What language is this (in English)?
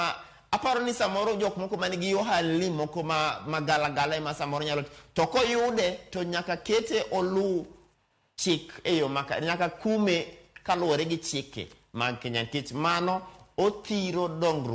Luo (Kenya and Tanzania)